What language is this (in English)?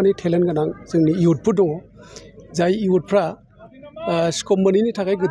Bodo